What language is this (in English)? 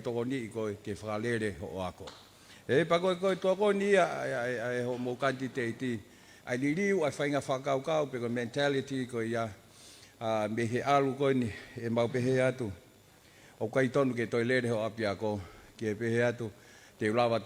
Tongan